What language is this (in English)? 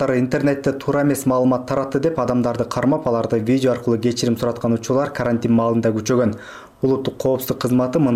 Kyrgyz